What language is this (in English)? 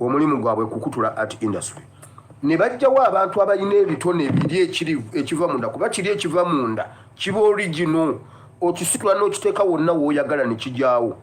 Ganda